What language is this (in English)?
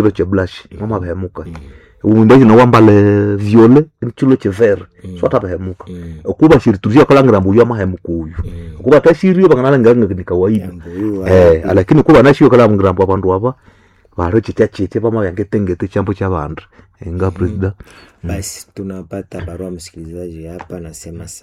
Nande